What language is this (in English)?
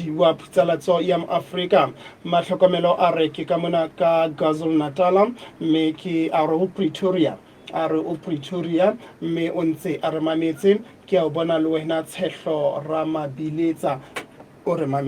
Southern Sotho